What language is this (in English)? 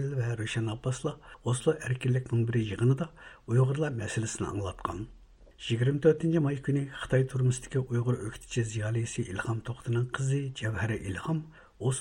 Uyghur